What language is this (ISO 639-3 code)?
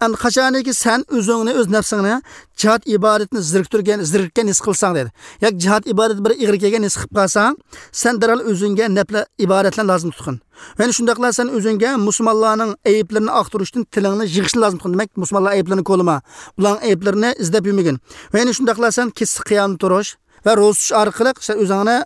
uig